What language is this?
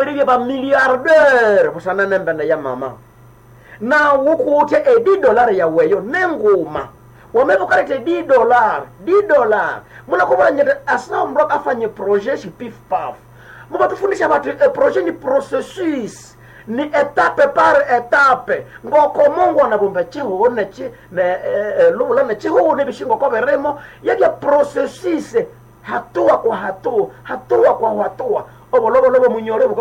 Nande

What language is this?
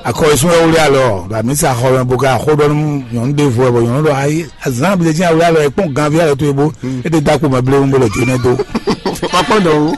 Fon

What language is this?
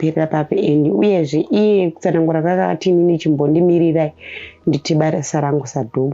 Shona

